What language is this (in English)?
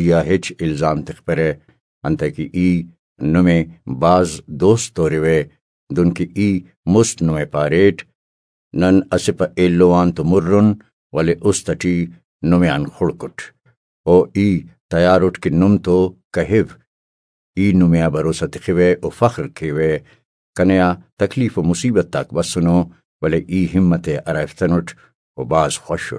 Brahui